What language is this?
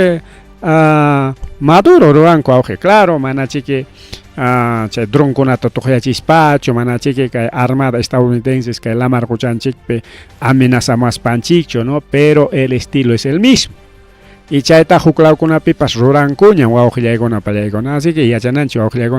Ayacucho Quechua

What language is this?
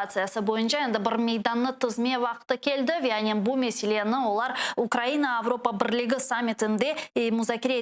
Crimean Tatar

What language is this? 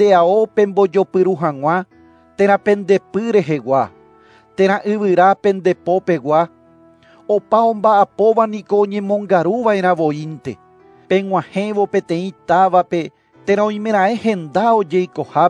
Guarani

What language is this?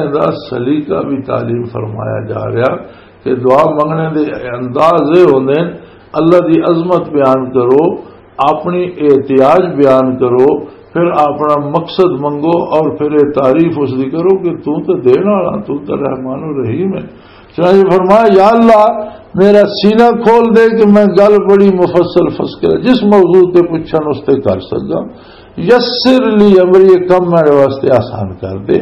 Western Panjabi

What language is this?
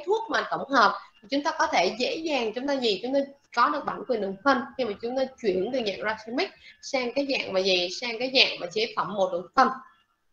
Vietnamese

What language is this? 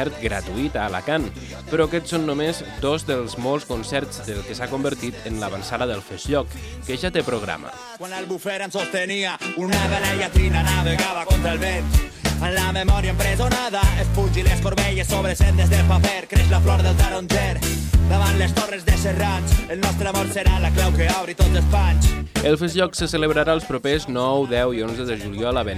Catalan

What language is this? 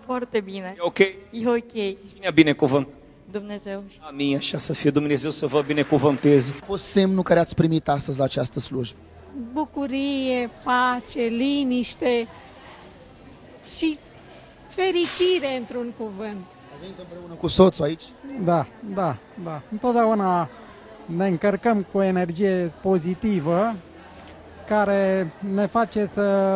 Romanian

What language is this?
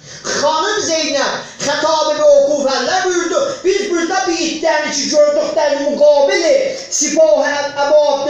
South Azerbaijani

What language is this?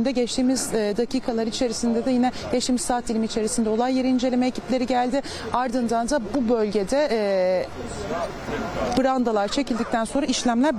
Turkish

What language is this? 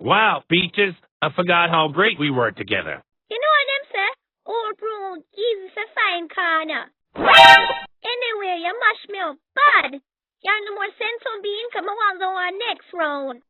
Jamaican Creole English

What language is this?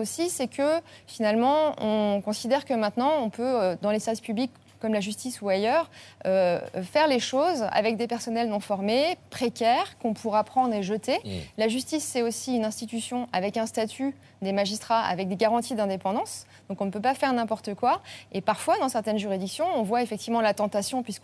French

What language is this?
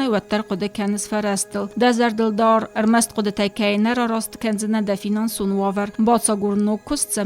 Ossetic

